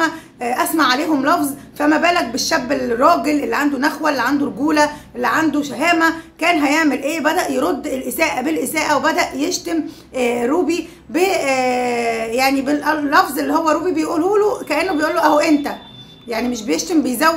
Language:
Egyptian Arabic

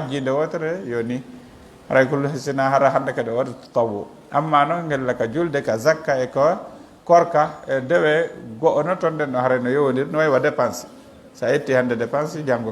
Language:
Fula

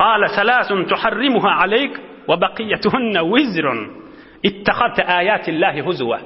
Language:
Turkmen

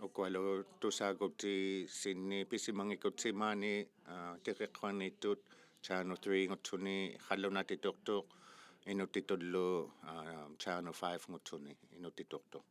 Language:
Inuktitut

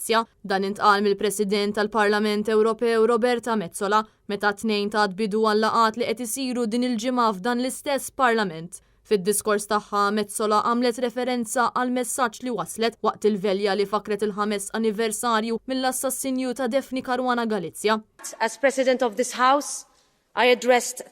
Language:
Maltese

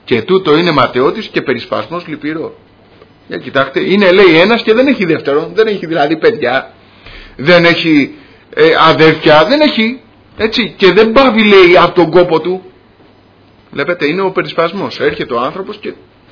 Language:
Greek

